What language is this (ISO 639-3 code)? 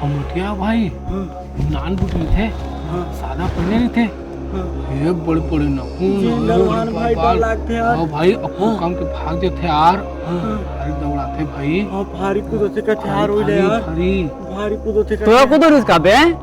hne